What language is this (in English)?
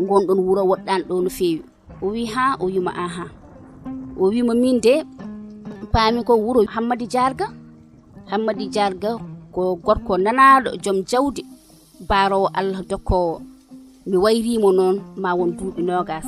Fula